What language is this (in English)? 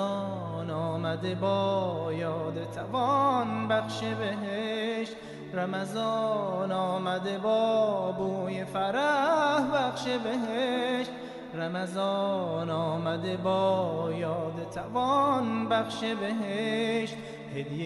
Persian